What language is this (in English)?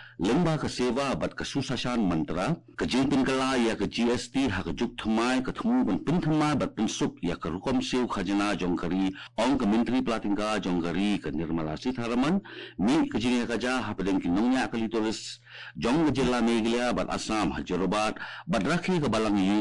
Khasi